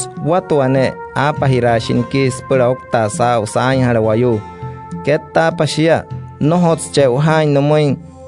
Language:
Wayuu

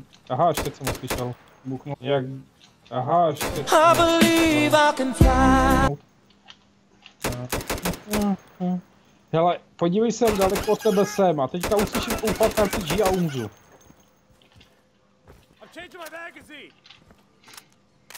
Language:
Czech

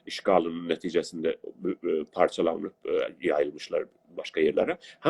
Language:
South Azerbaijani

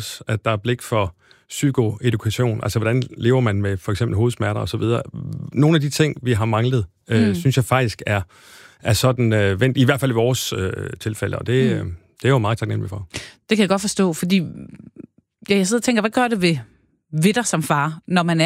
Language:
Danish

